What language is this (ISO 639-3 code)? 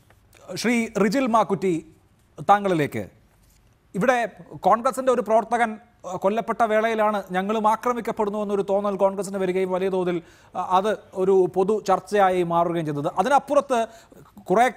mal